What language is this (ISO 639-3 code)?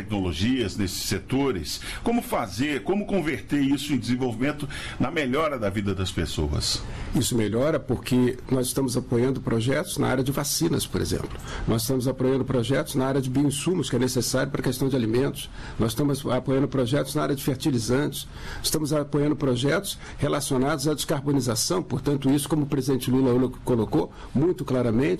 por